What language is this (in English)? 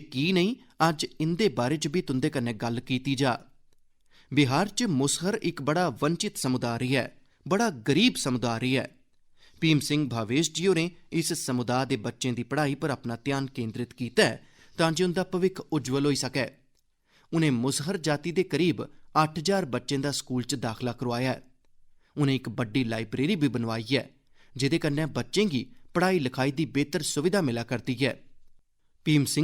Dogri